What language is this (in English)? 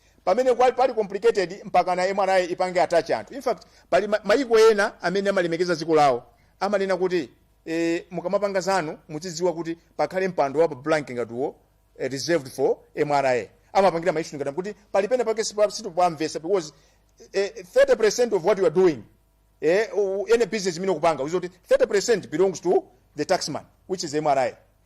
Nyanja